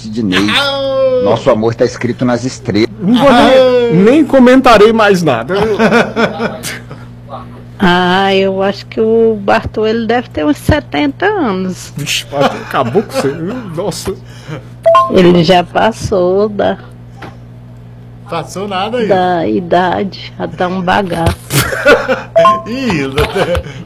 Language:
Portuguese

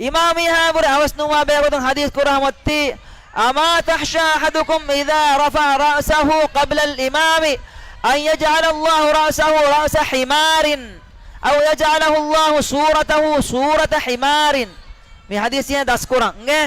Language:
Divehi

